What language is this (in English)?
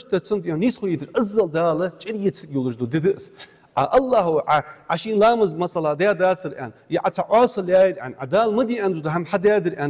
Ingush